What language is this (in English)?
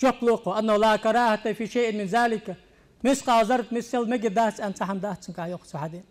Ingush